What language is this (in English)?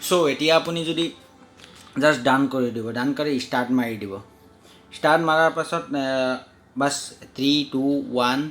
Assamese